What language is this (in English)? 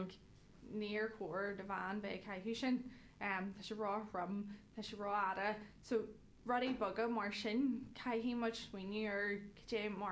Irish